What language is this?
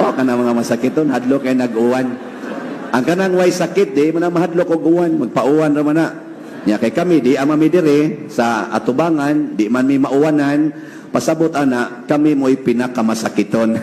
Cebuano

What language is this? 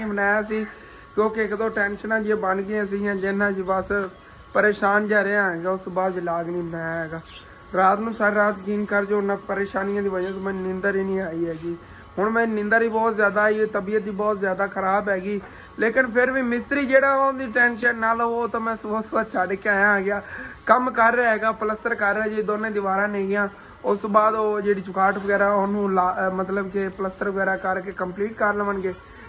Punjabi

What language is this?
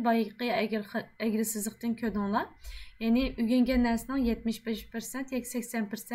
Uyghur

